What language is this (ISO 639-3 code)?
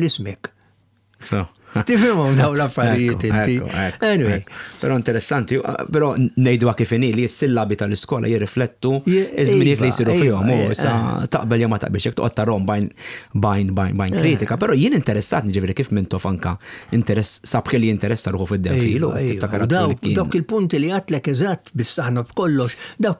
mlt